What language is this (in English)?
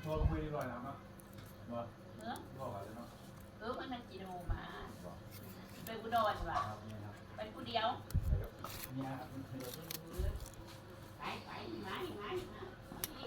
Northeastern Thai